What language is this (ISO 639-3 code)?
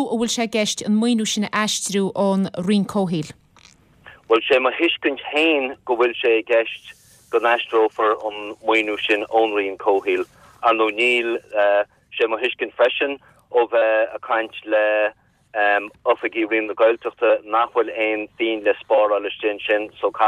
gle